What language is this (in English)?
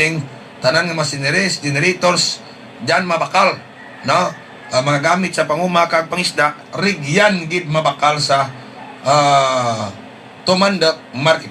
Hiligaynon